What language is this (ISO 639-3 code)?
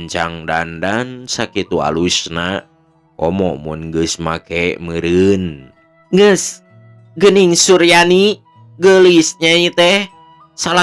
sun